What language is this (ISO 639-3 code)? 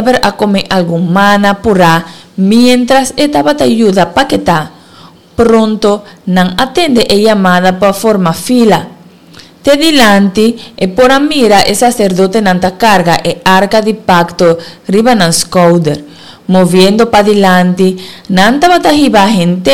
pap